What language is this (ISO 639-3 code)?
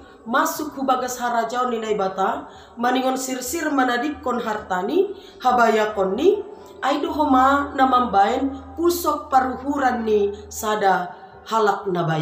bts